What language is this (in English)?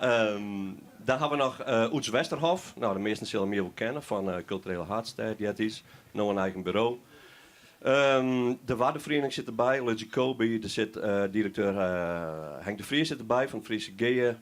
Western Frisian